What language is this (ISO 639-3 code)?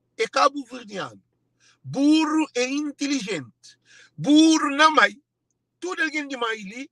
kea